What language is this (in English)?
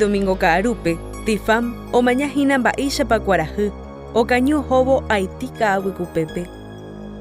Guarani